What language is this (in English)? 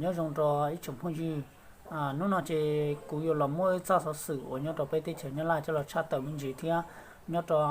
Hmong